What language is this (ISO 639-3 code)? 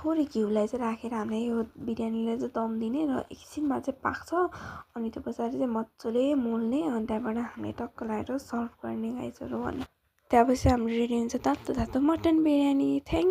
nep